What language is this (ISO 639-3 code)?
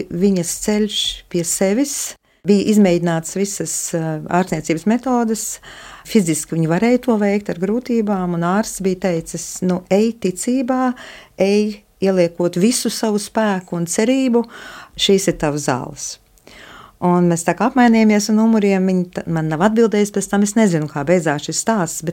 lav